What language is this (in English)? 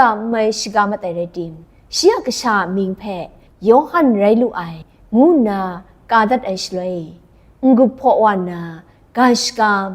Kachin